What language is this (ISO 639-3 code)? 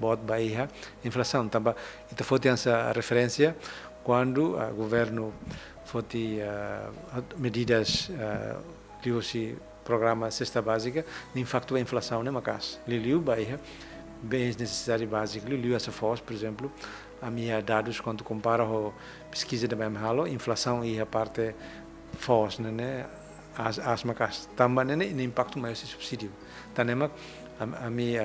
tet